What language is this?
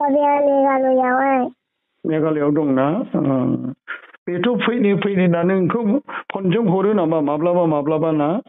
Bodo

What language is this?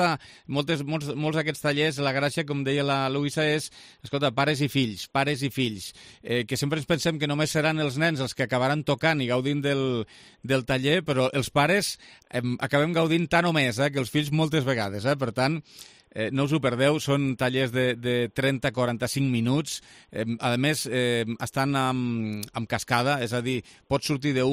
Catalan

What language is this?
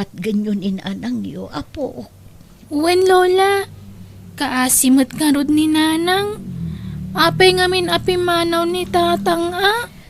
Iloko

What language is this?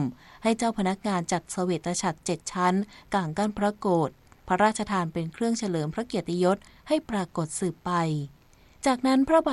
Thai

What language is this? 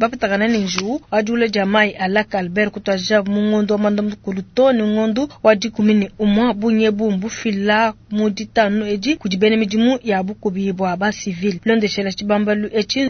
Luba-Lulua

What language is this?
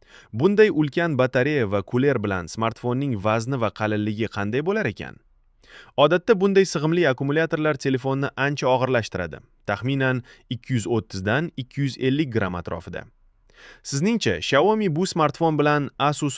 Uzbek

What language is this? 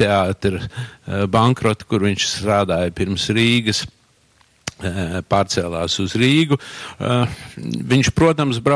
Latvian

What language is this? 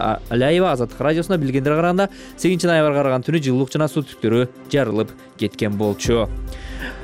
Kyrgyz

